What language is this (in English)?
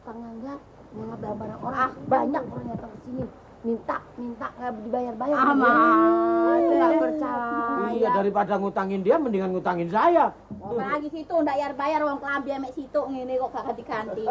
Betawi